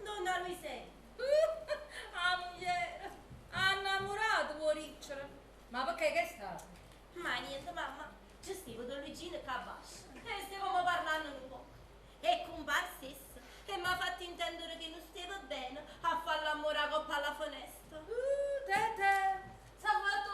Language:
Neapolitan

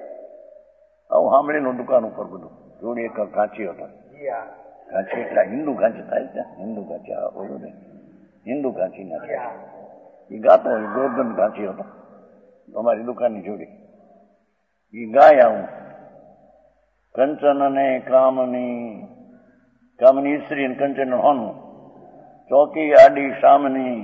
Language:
Gujarati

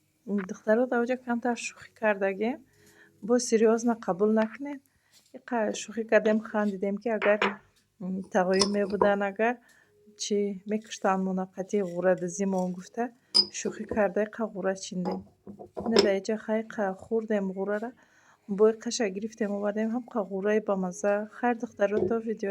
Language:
Tajik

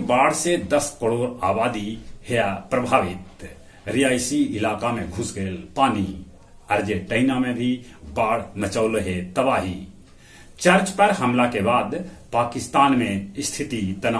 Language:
Magahi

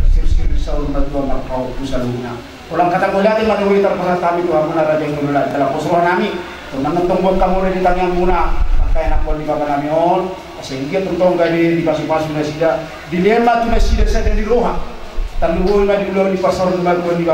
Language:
Batak Toba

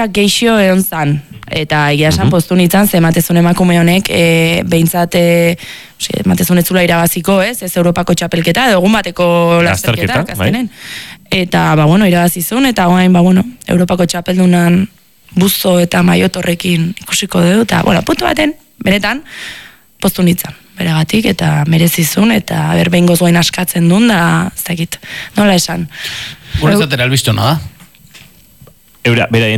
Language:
Basque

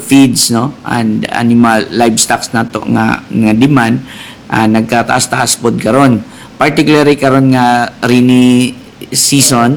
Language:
Cebuano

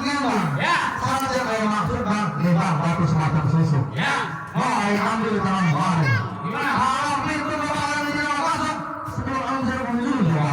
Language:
Betawi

